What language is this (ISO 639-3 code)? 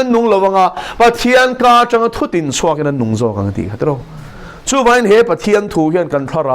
lus